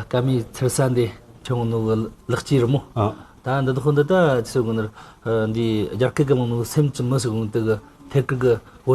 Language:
Tibetan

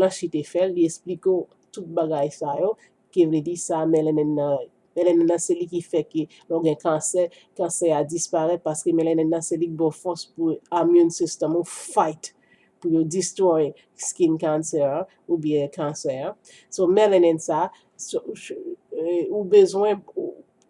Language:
Haitian Creole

